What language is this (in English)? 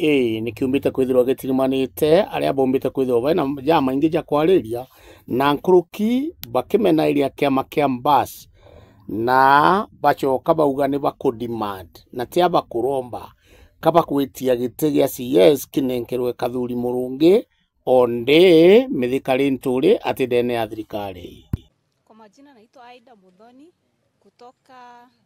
Meru